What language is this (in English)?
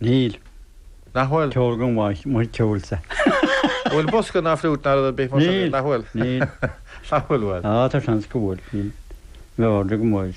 Irish